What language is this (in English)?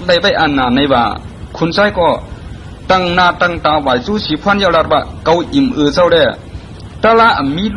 Shan